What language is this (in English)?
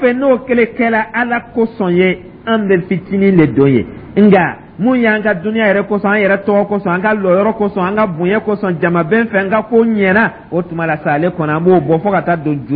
Dyula